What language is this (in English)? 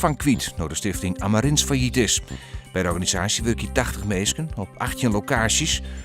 Western Frisian